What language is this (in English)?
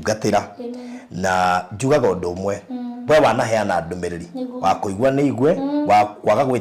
Kikuyu